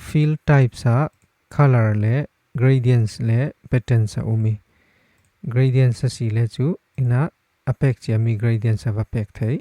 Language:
Falam Chin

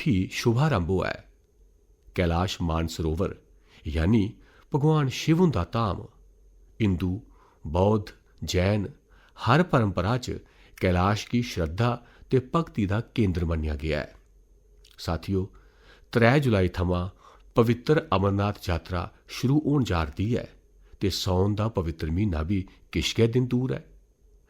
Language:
Dogri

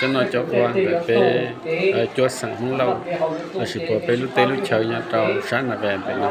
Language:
Hmong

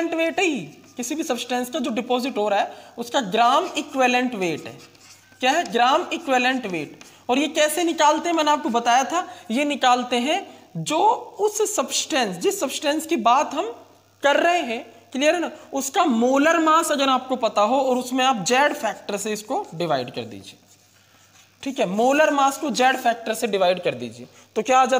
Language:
Hindi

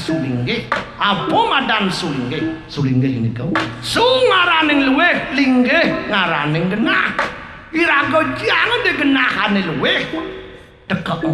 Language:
Balinese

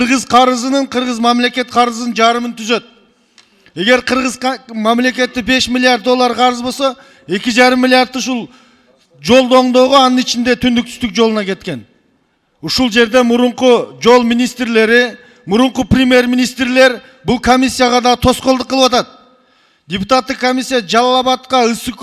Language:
Kyrgyz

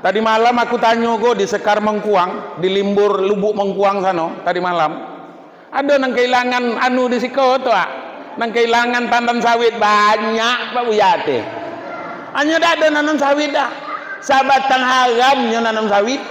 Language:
Minangkabau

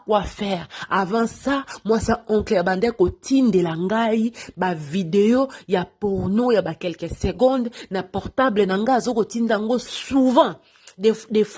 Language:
Lingala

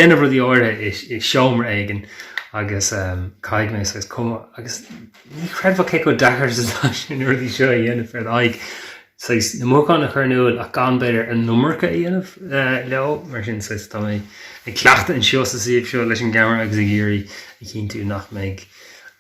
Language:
Irish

